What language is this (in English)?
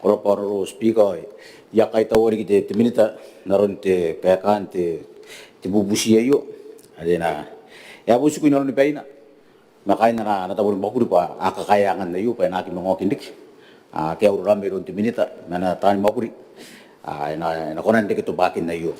Gilbertese